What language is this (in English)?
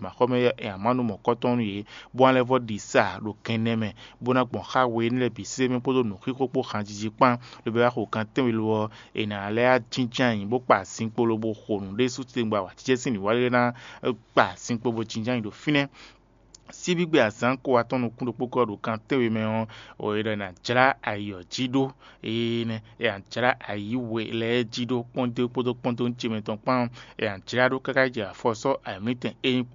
Fon